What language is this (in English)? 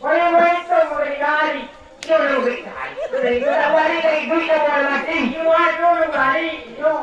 Minangkabau